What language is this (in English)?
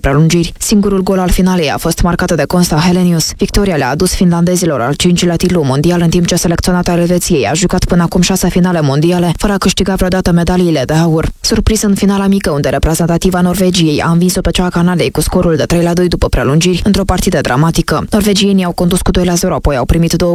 Romanian